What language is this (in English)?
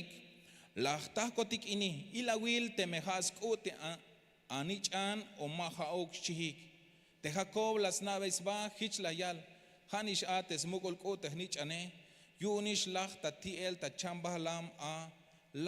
Tzeltal